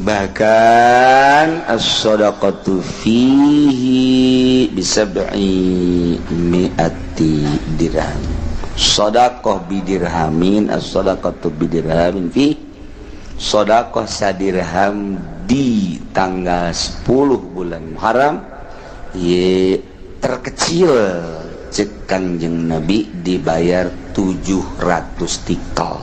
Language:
Sundanese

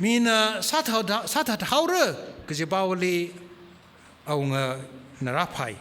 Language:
Tangkhul Naga (India)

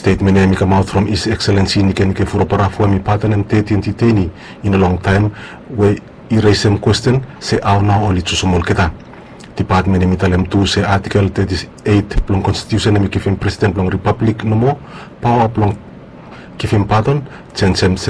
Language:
Bislama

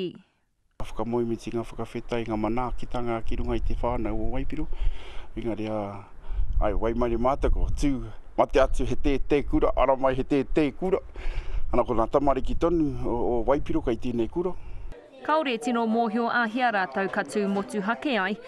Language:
Māori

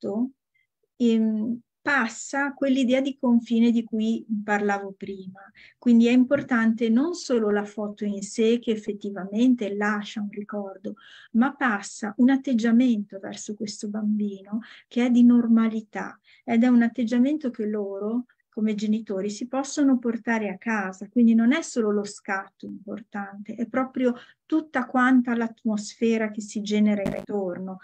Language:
Italian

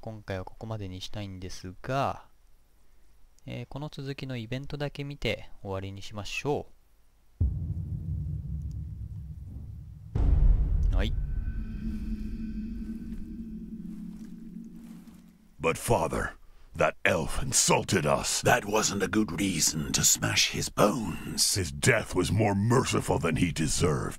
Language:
Japanese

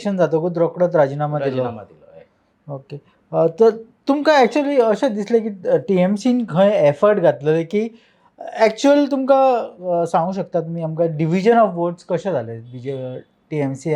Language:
Konkani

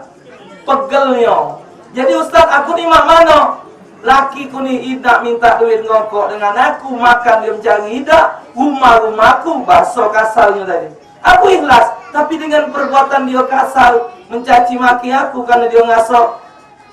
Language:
Musi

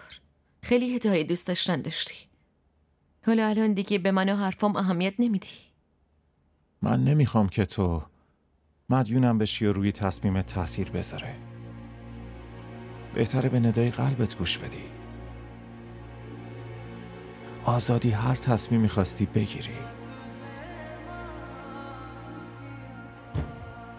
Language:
Persian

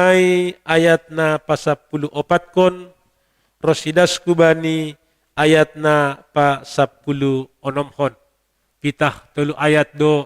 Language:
Batak Simalungun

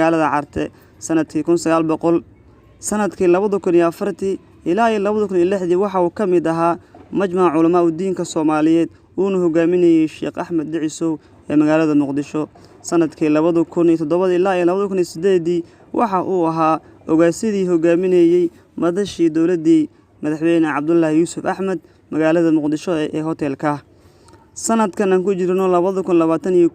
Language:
Somali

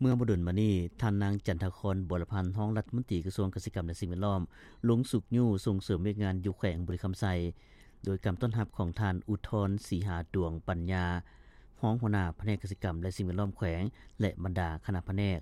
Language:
Lao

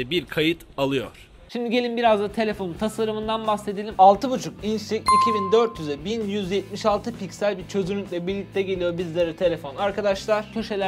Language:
Turkish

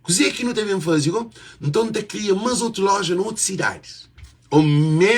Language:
Kabuverdianu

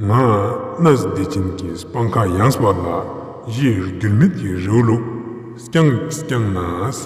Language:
Ladakhi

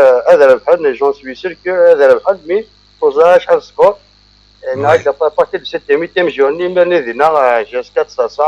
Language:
Kabyle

